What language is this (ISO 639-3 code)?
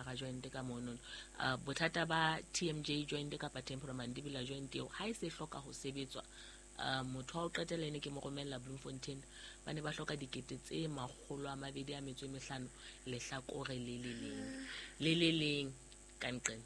sot